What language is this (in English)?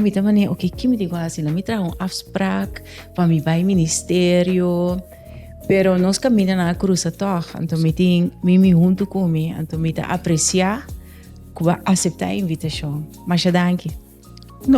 Papiamento